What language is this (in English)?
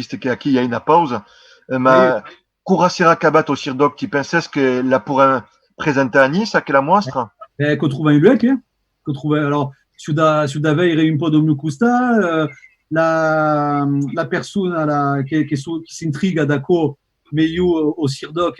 Occitan